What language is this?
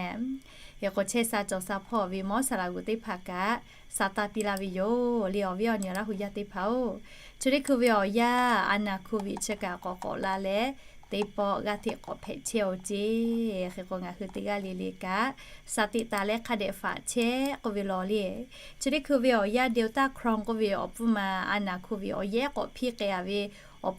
Lahu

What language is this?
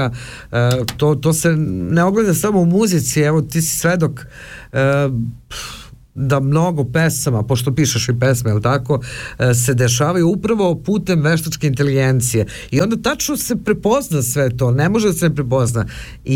Serbian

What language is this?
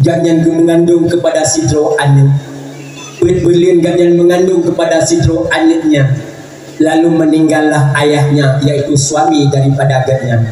Achinese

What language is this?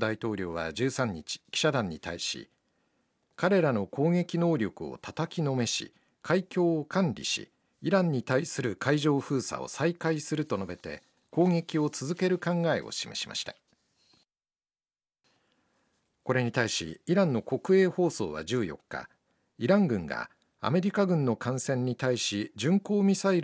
Japanese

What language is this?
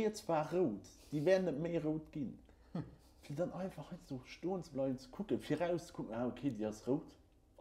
Luxembourgish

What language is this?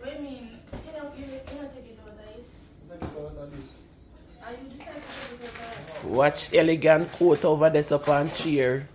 Jamaican Creole English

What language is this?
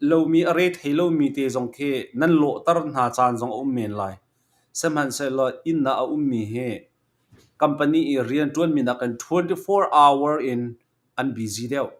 Hakha Chin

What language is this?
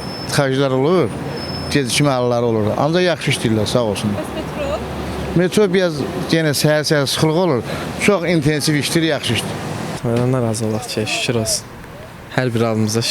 Azerbaijani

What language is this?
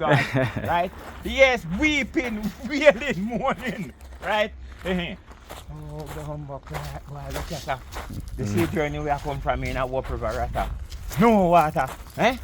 Jamaican Creole English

